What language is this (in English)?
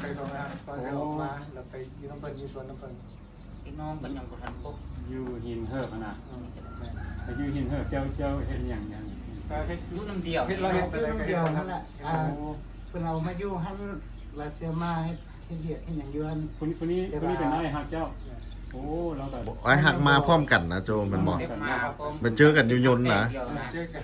Lao